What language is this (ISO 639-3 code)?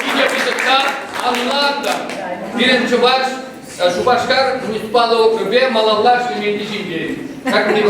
chv